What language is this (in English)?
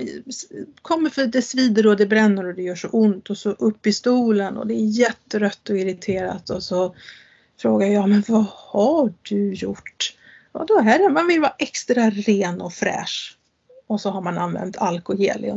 Swedish